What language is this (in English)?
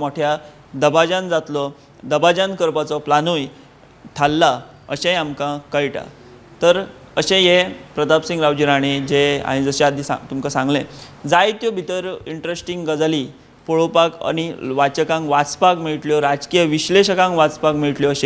Konkani